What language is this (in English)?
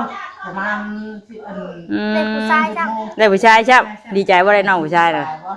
Northeastern Thai